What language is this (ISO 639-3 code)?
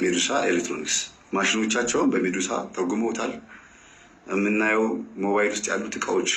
amh